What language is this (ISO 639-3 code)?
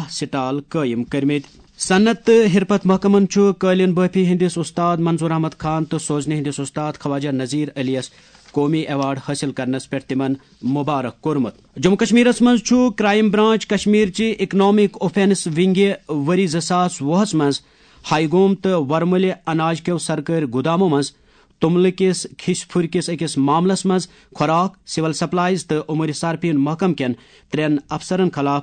kas